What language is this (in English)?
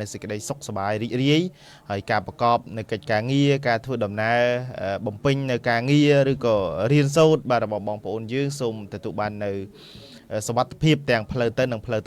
Khmer